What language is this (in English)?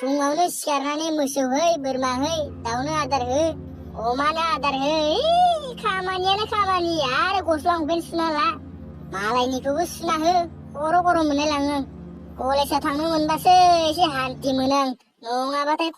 Bodo